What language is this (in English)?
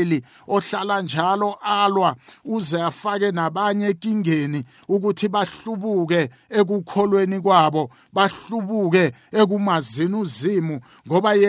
South Ndebele